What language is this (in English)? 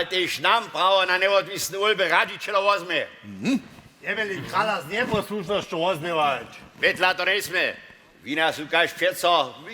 Upper Sorbian